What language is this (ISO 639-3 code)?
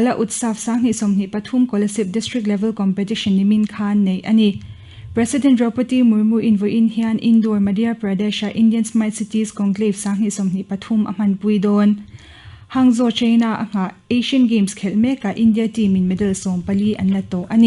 lus